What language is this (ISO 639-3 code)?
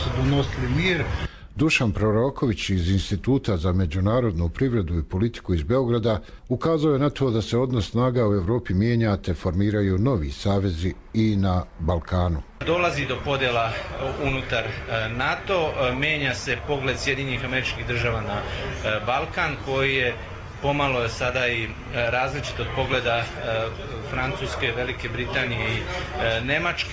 hrv